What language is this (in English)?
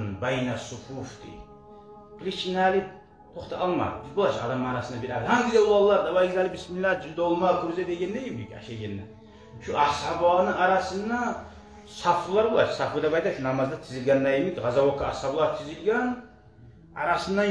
Kumyk